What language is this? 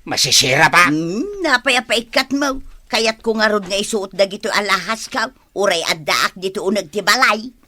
Iloko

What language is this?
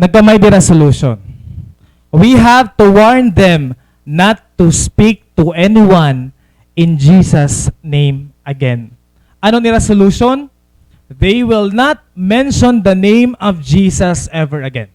Waray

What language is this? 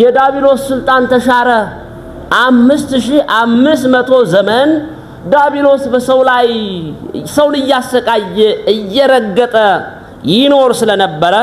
Amharic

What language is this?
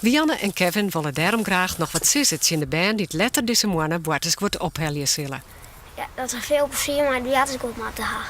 Western Frisian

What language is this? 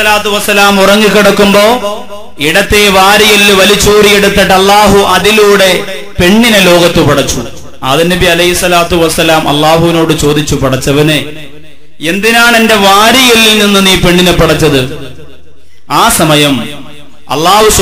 Malayalam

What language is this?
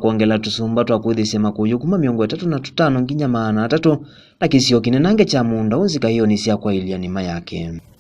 Kamba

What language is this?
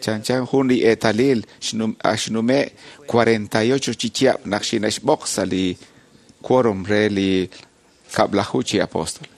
Kekchí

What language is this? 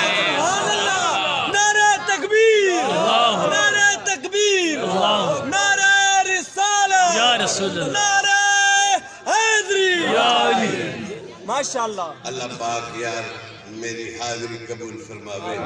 Saraiki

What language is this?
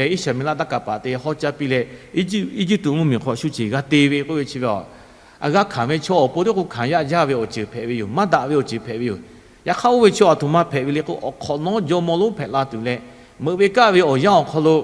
Lahu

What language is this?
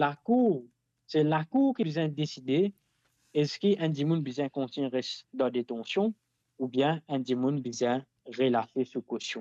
Morisyen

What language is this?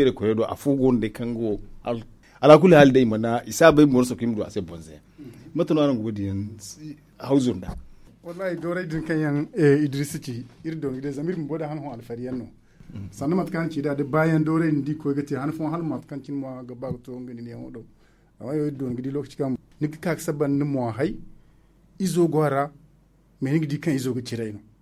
Zarma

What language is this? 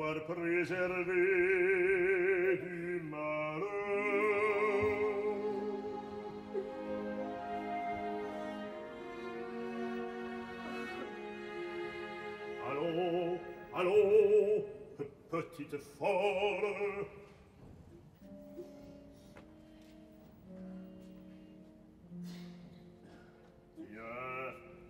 French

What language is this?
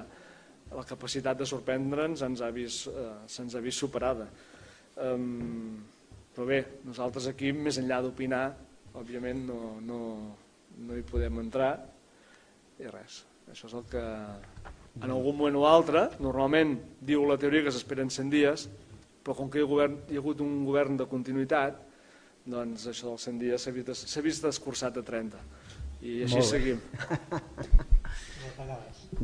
Catalan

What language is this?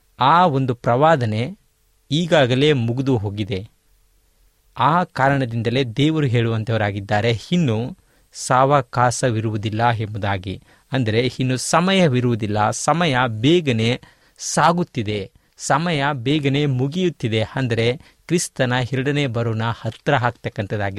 Kannada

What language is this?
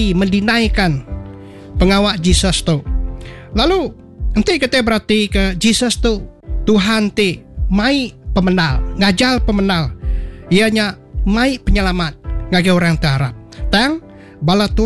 Iban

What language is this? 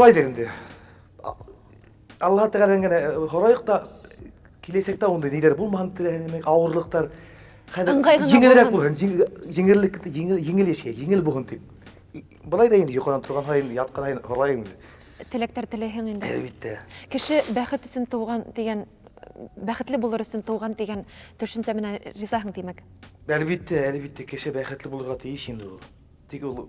Bashkir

